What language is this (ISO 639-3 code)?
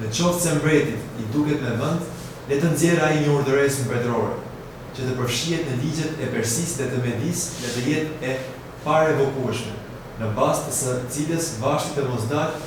sqi